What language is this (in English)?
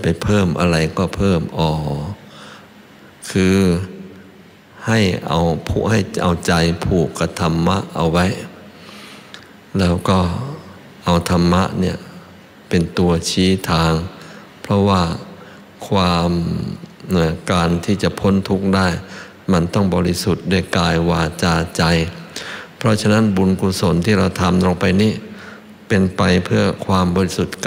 Thai